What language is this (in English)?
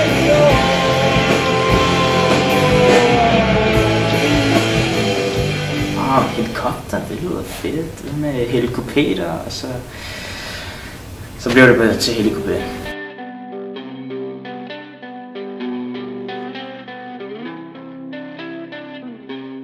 Danish